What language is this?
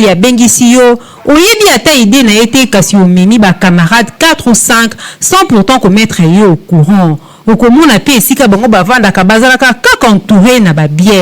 Lingala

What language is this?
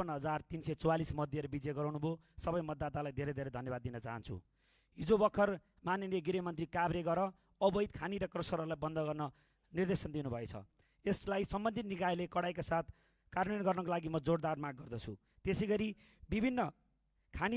Nepali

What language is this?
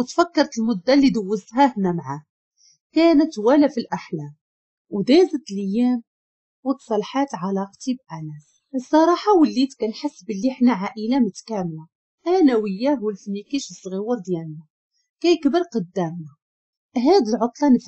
Moroccan Arabic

